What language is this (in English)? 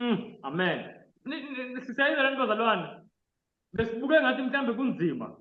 Zulu